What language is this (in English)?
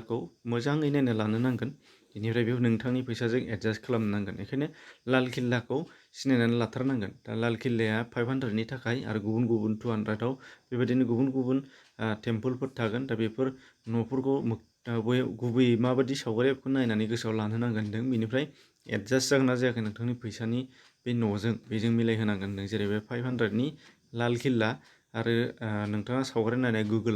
Bodo